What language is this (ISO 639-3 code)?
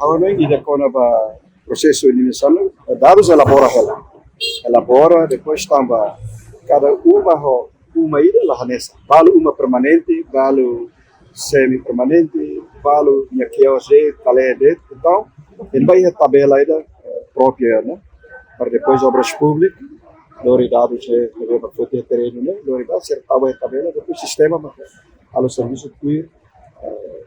tet